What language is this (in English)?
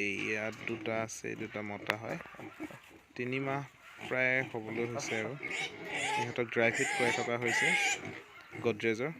Assamese